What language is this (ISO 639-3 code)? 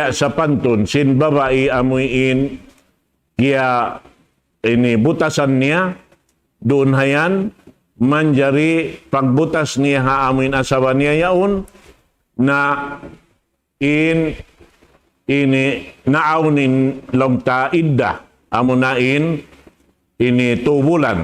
tsg